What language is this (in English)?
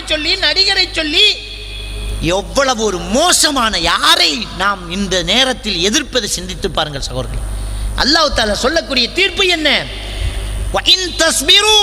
Tamil